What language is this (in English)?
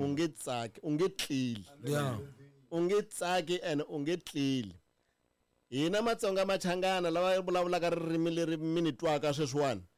Tsonga